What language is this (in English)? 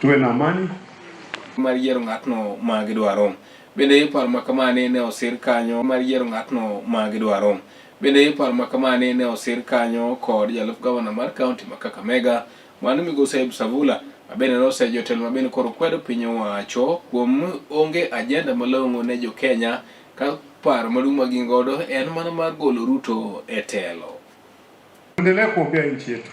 Luo (Kenya and Tanzania)